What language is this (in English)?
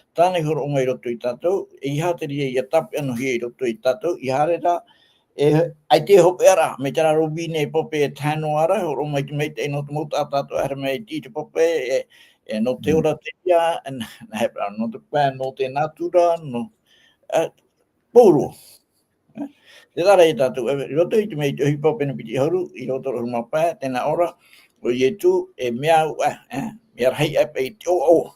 Tahitian